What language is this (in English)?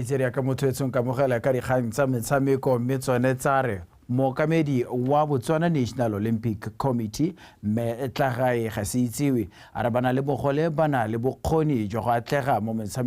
Tswana